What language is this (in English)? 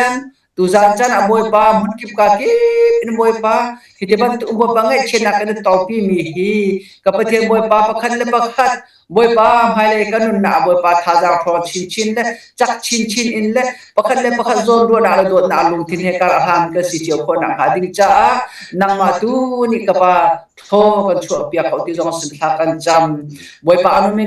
Hakha Chin